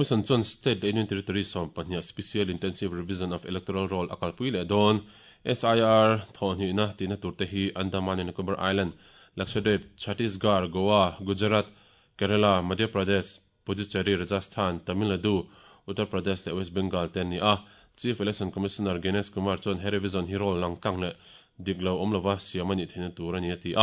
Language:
Mizo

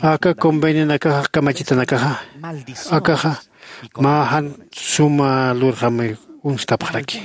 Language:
Aymara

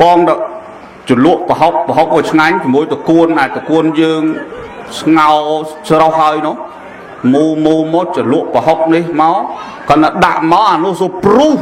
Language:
Khmer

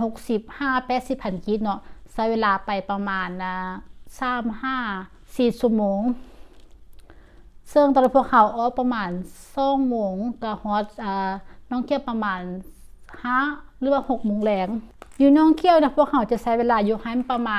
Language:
Lao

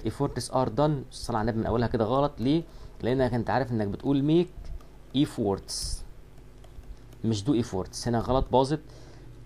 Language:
Egyptian Arabic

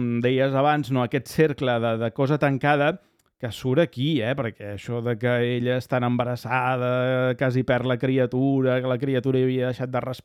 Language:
Catalan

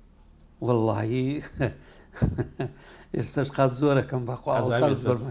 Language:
Central Kurdish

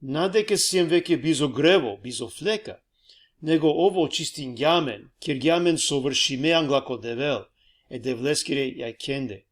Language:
Balkan Romani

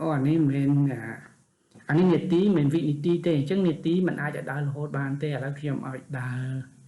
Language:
Khmer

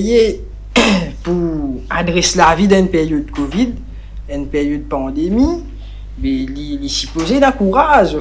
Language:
Morisyen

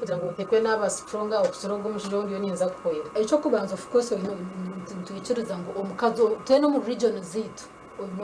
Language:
Nyankole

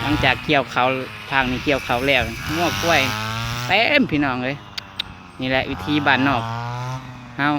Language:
Lao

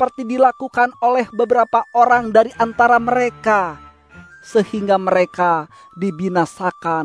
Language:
Indonesian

